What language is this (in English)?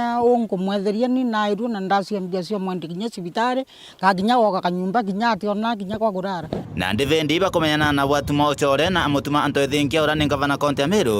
Meru